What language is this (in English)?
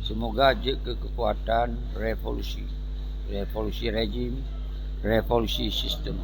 Achinese